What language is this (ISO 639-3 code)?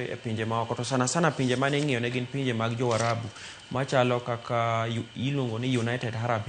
luo